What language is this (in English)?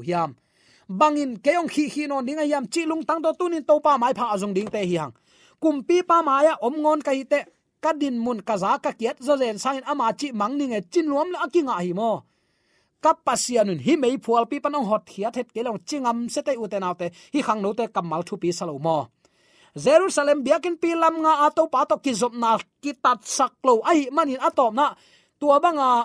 Tedim Chin